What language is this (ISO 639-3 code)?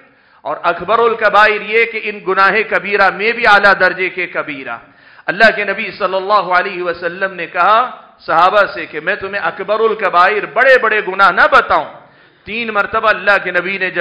urd